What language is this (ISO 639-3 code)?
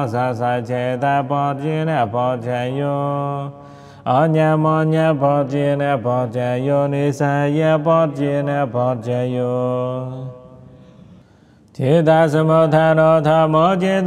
pli